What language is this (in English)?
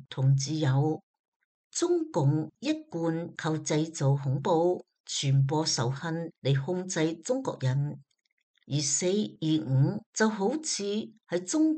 Cantonese